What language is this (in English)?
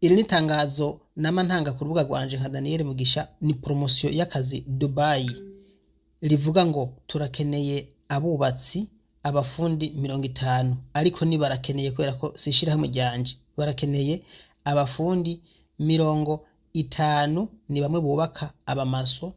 Rundi